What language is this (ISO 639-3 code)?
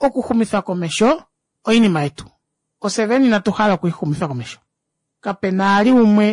kua